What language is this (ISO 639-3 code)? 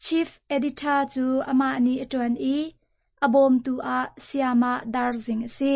cnh